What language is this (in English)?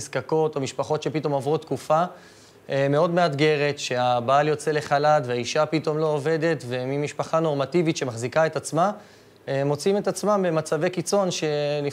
Hebrew